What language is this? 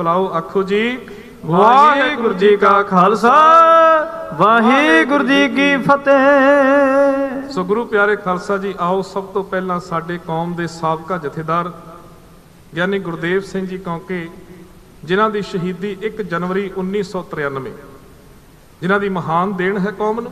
Punjabi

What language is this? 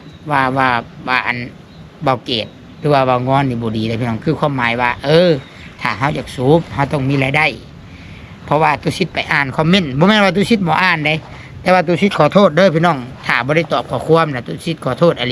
Northeastern Thai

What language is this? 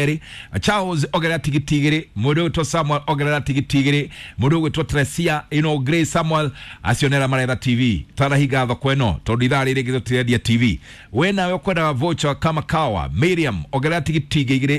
Kikuyu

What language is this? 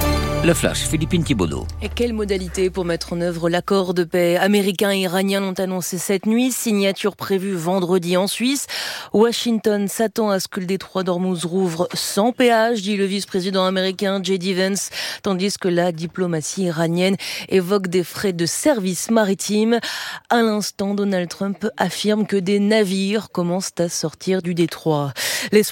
French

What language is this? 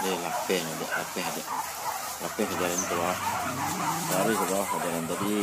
Minangkabau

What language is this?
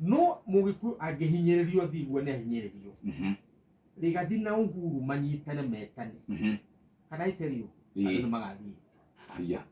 Kikuyu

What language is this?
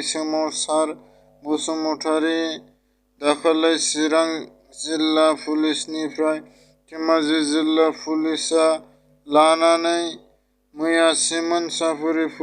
Bodo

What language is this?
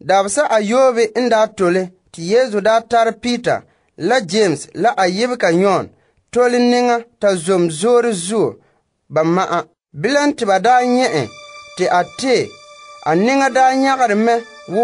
Frafra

